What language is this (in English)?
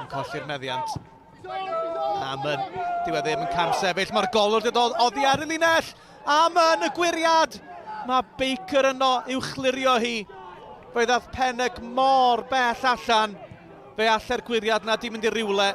Welsh